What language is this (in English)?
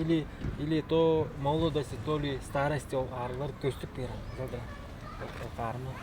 Tuvinian